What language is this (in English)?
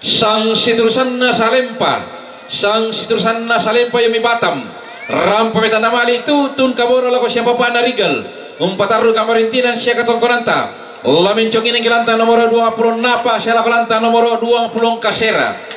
Toraja-Sa'dan